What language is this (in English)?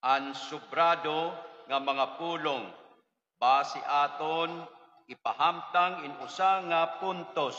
Waray